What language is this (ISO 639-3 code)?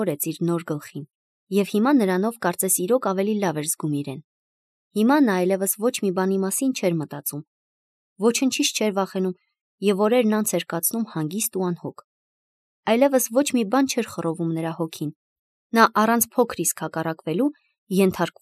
hye